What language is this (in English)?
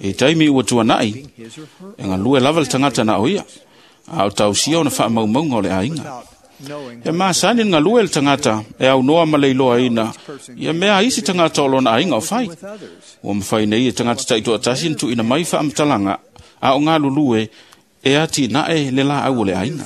Samoan